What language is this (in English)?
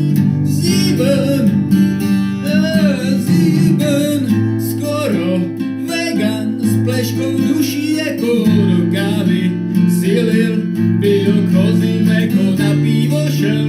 Czech